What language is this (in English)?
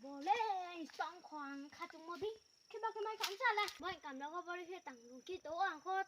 Riang (India)